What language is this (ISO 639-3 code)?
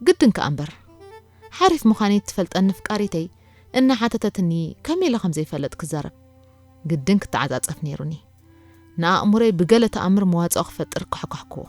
tir